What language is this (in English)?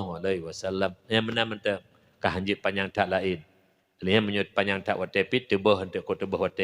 Achinese